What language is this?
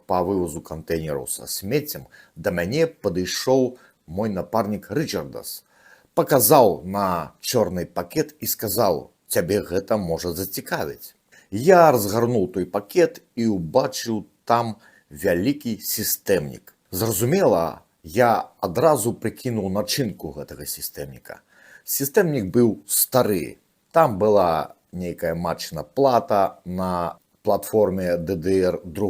Belarusian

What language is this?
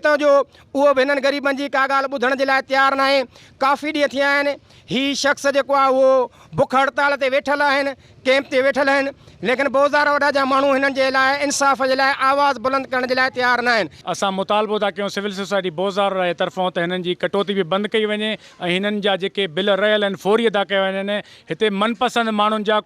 Sindhi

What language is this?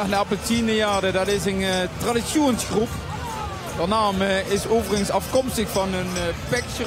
Limburgish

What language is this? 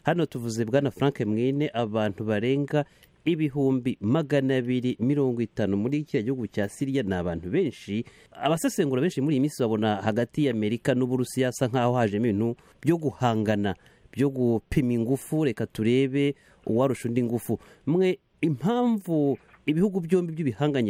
Kinyarwanda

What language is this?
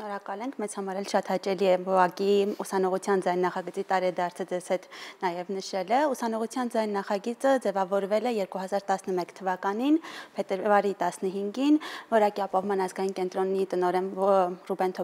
Armenian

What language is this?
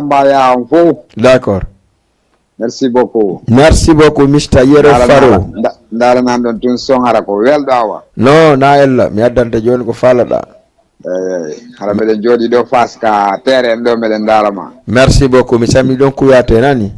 Fula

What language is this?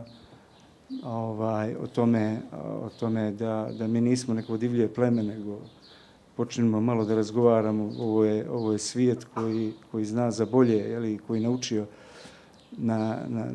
Bosnian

